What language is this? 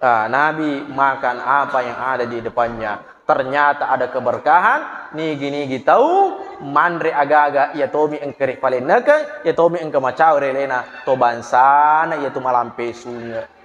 Buginese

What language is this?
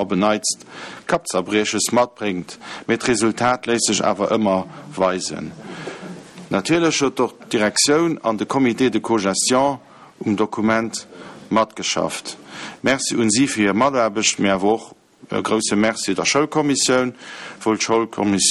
Luxembourgish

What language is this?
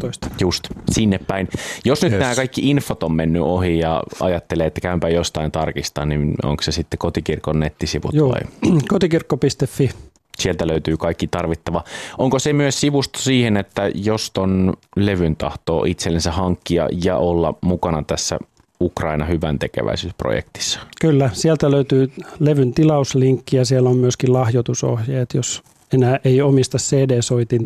Finnish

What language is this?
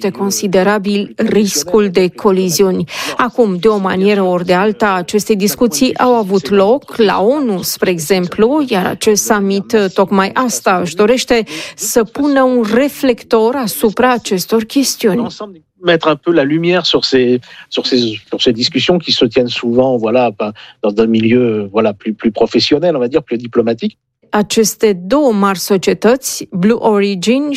Romanian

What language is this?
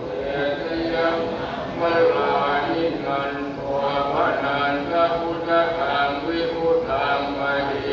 Pali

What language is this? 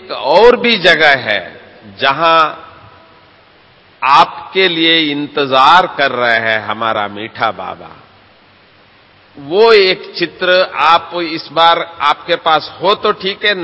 Hindi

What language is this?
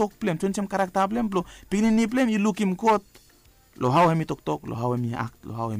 Bislama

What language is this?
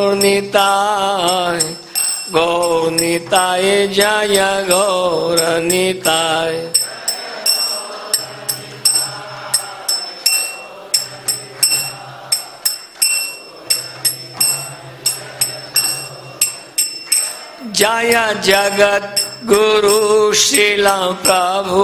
Hindi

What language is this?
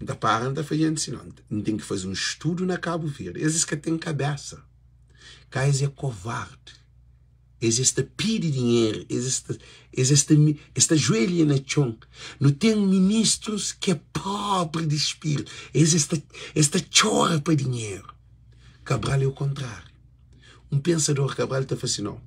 Kabuverdianu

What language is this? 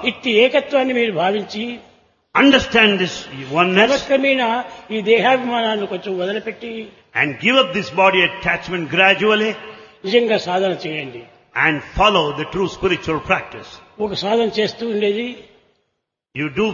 Telugu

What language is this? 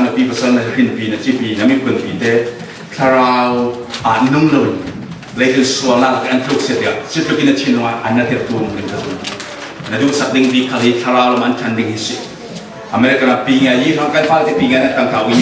Falam Chin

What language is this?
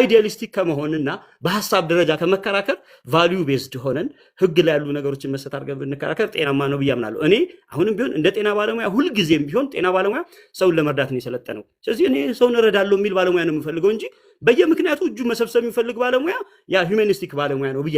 Amharic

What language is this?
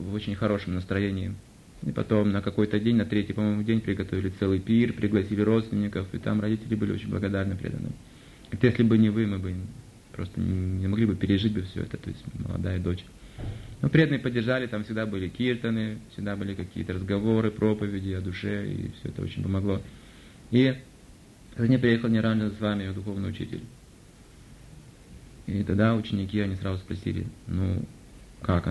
Russian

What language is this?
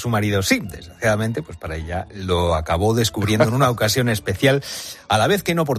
Spanish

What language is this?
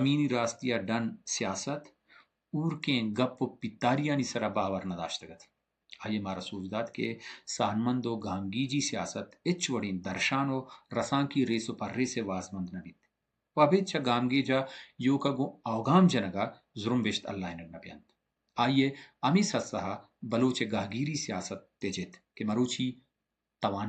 Baluchi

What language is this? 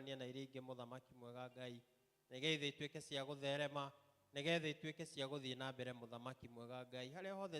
Kikuyu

